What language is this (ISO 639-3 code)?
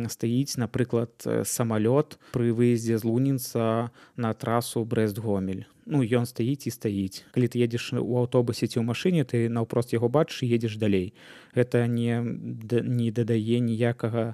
bel